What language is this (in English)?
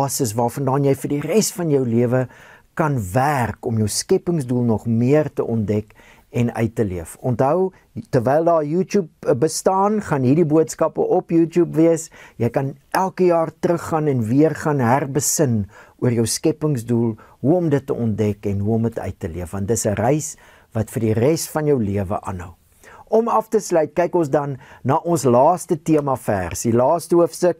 Afrikaans